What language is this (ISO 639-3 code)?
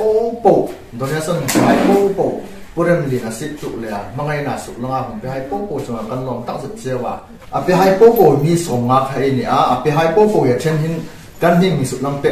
hmr